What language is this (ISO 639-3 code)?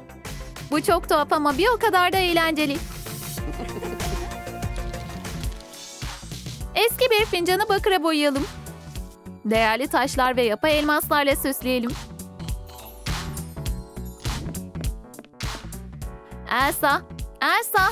tur